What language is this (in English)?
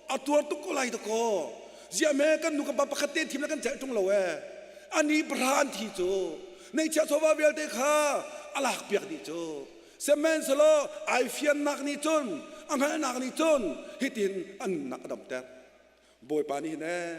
Hakha Chin